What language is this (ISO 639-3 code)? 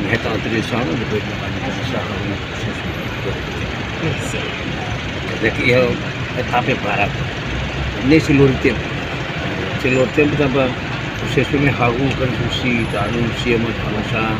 tet